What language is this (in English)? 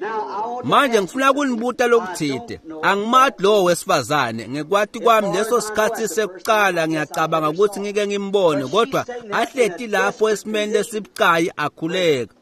Swati